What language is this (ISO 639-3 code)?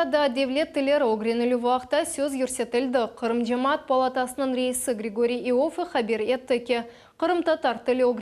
crh